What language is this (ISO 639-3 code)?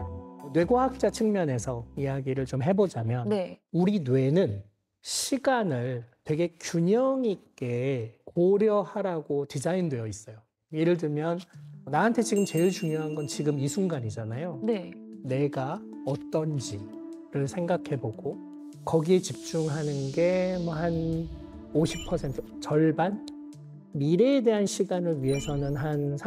kor